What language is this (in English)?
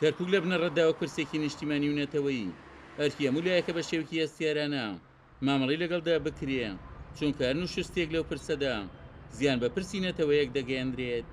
Central Kurdish